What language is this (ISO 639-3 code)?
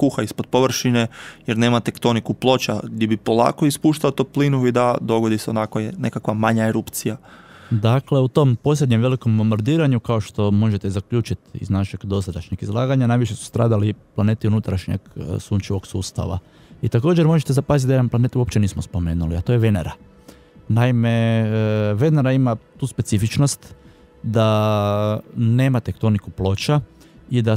hrv